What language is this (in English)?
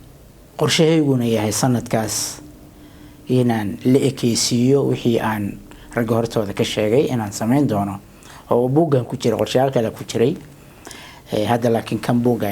Somali